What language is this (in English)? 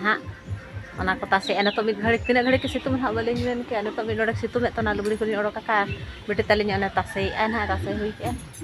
Santali